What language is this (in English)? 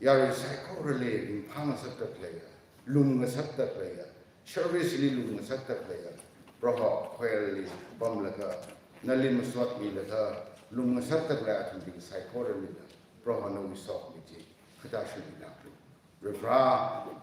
Tangkhul Naga (India)